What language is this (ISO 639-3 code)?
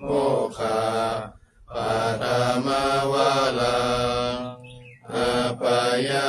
pli